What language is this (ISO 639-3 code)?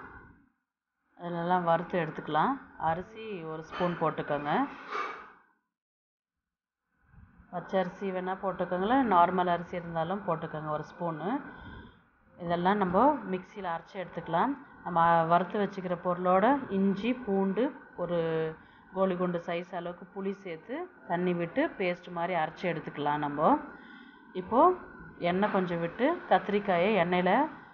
tam